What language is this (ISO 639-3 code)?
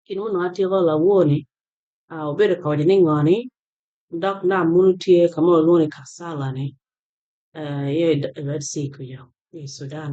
ach